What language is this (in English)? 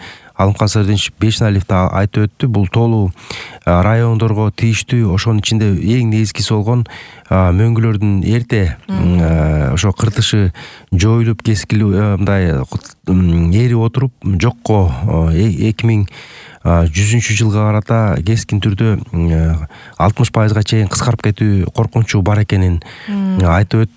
Kyrgyz